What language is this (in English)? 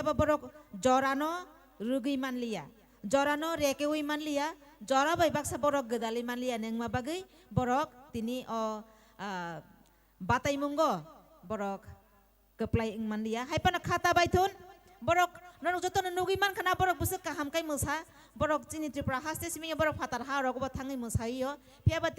Kok Borok